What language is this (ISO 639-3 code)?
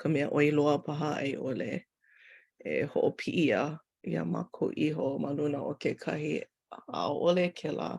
haw